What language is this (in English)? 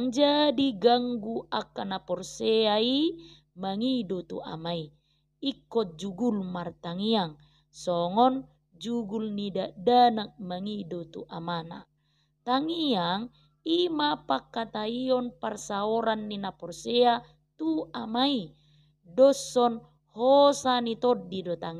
Batak Toba